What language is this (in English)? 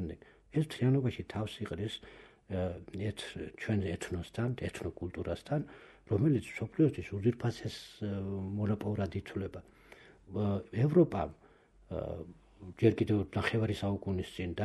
Georgian